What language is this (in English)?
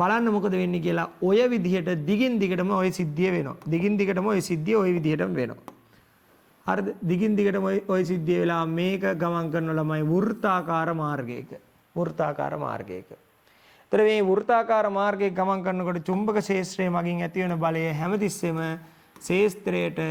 Sinhala